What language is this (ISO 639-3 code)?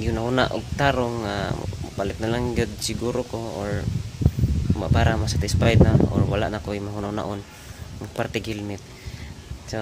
ceb